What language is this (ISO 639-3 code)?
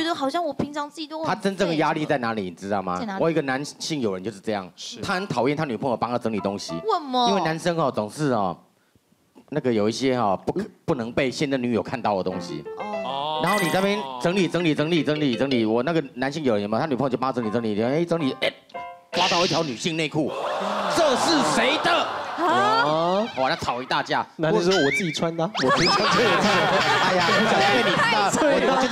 zho